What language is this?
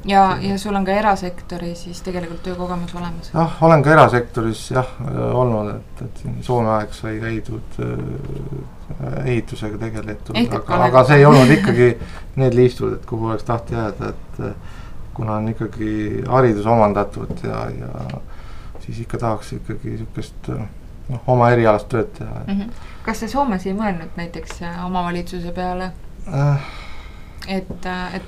Estonian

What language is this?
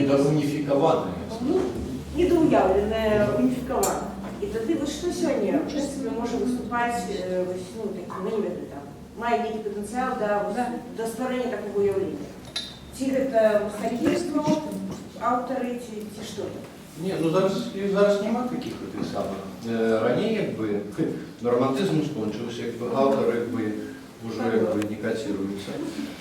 Belarusian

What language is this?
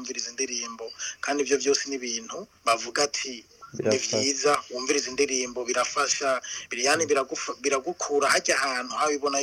Rundi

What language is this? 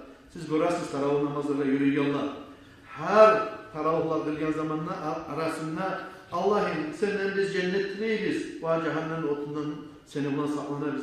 Kumyk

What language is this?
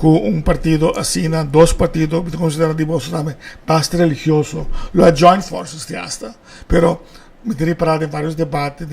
Papiamento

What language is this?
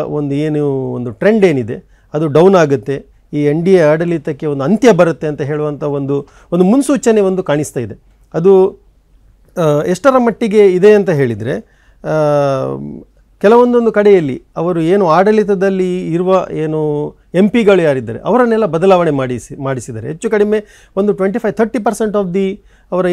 Kannada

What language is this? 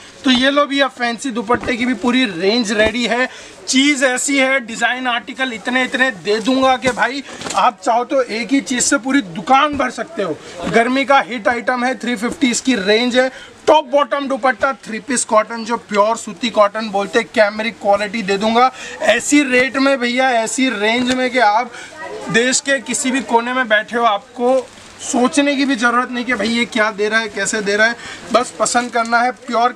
Hindi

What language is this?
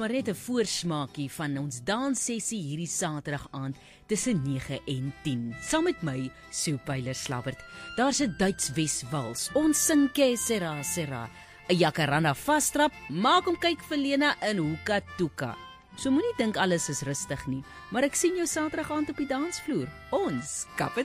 Afrikaans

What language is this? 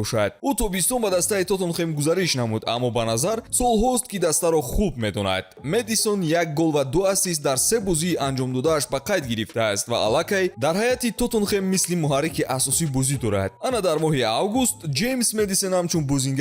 Tajik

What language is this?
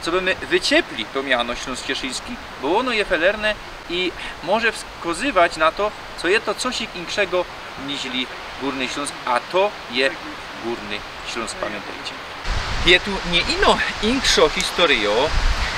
Silesian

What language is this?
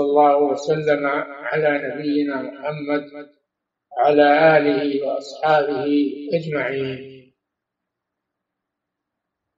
Arabic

